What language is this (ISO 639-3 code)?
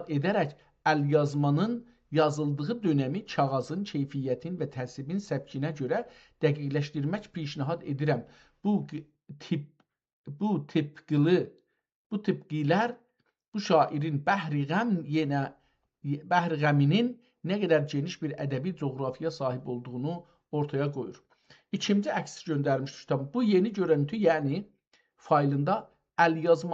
azb